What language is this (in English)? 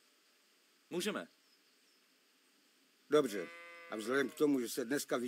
Czech